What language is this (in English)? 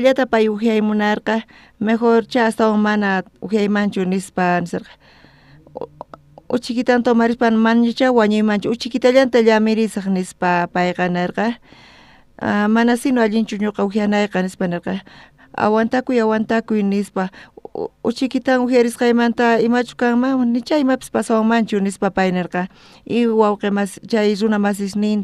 South Bolivian Quechua